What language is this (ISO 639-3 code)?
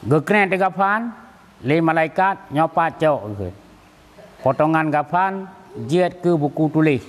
ace